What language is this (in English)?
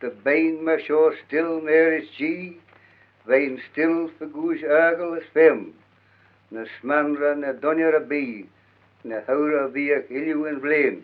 Manx